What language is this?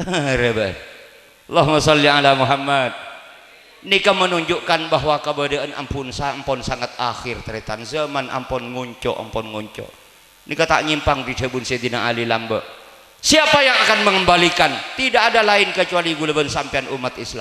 Madurese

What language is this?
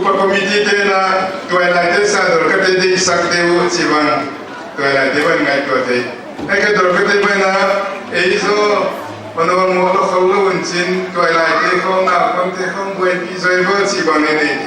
Paite Chin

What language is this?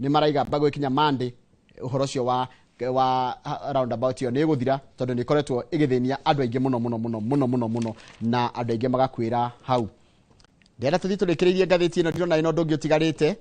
Kikuyu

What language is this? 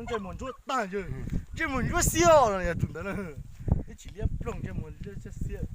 Hmong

